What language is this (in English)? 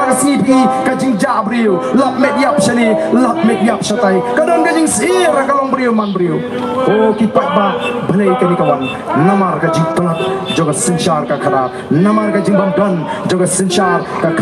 Khasi